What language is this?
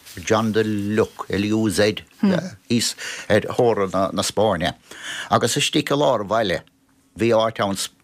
Irish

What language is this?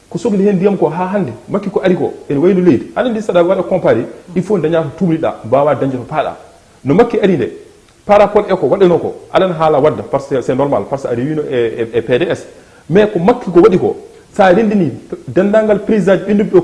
Fula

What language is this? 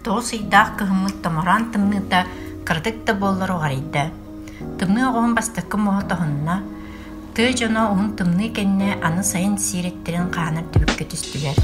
Yakut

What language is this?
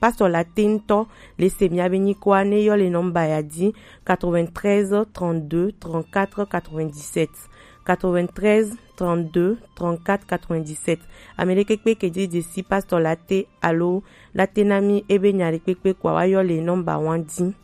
Gen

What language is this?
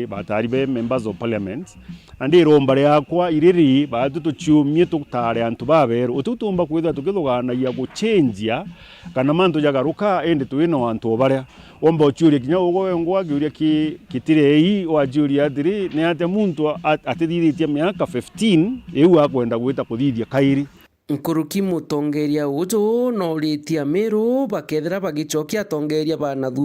Meru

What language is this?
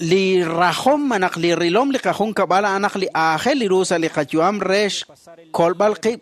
Kekchí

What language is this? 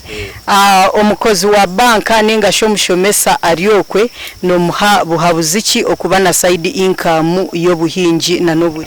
Nyankole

